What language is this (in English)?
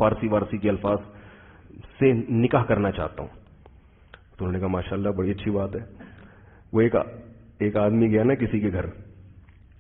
Urdu